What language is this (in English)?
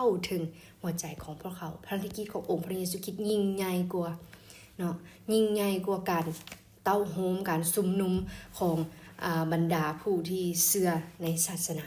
Lao